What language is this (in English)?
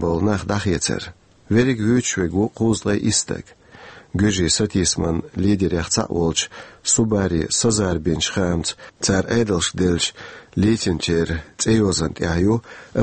Chechen